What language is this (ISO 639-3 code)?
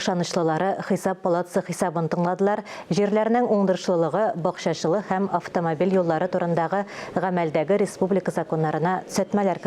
tat